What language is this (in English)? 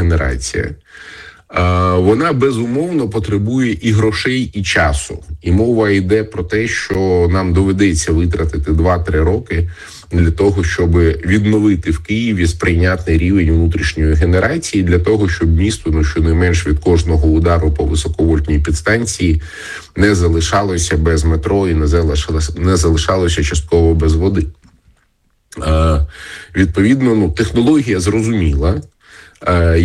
Ukrainian